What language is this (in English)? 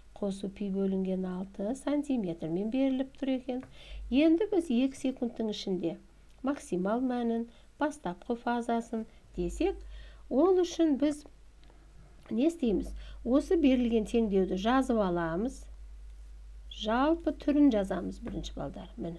Kazakh